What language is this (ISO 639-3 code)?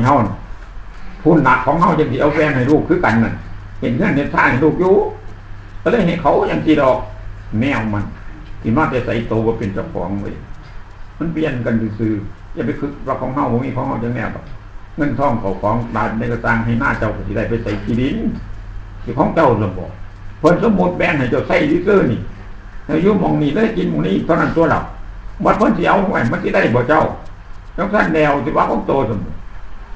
tts